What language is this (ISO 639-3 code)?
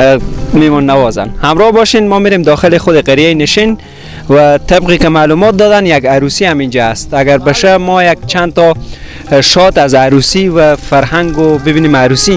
fas